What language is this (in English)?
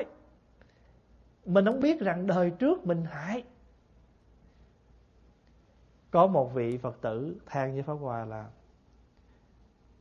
Vietnamese